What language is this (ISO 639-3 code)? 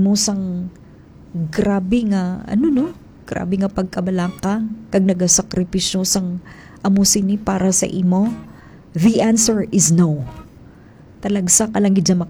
hil